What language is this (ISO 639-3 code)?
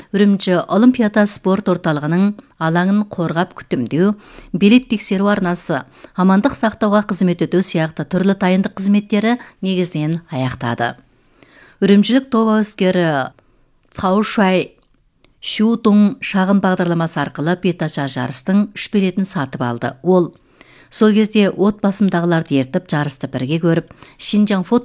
kaz